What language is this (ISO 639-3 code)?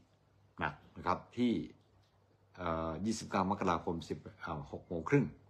tha